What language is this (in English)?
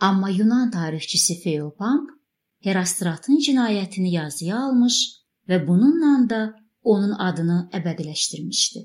Azerbaijani